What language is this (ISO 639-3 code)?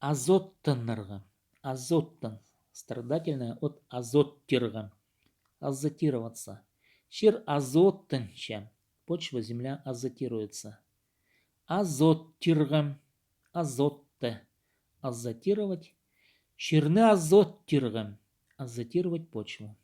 kjh